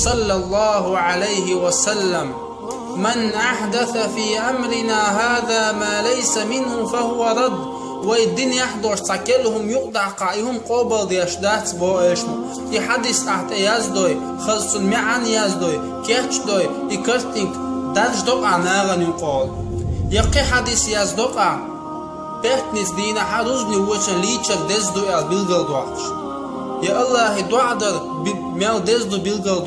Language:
Chechen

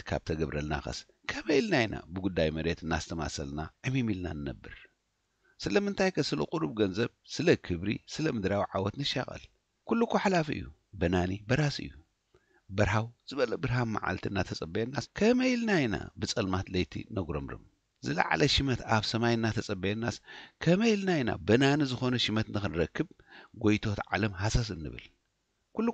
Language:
Tigrinya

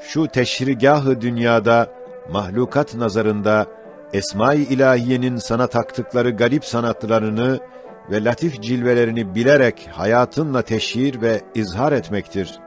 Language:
Ottoman Turkish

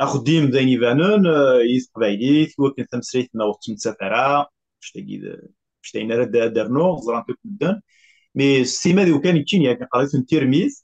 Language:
Kabyle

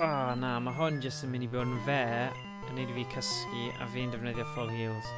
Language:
Welsh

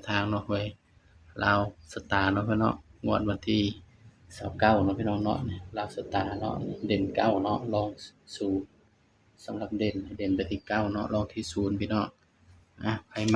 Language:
Northeastern Thai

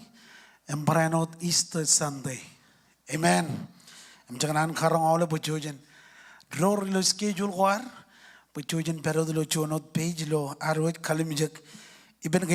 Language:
Marshallese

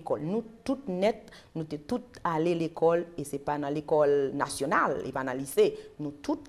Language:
Haitian Creole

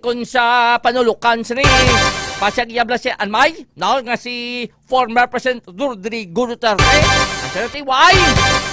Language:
Hiligaynon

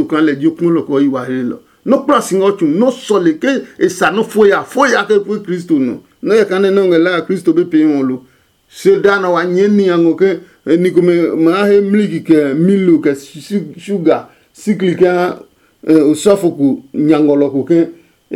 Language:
Adangme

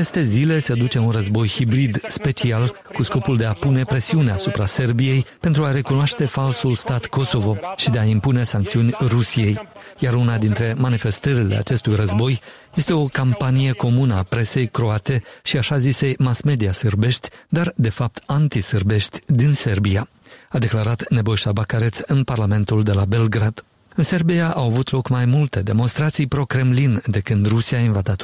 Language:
Romanian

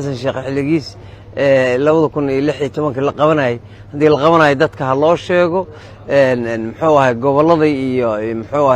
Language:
Somali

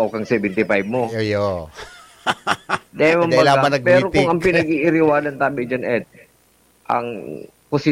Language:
Bikol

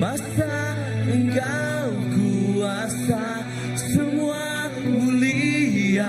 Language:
Iban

